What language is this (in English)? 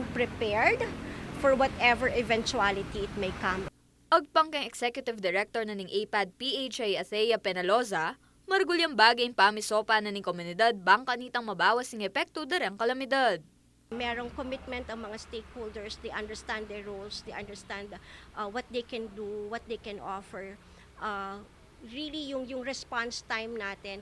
Pampanga